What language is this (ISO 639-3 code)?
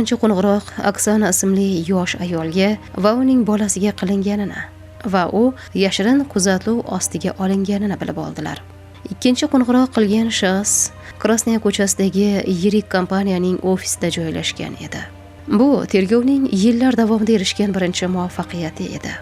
uzb